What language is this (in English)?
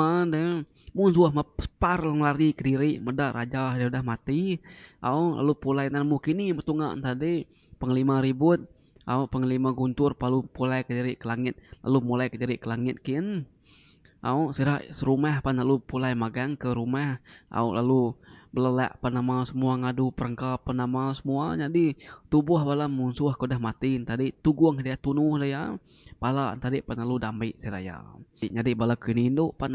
Iban